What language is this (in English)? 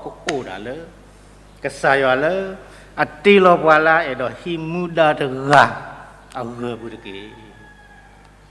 S'gaw Karen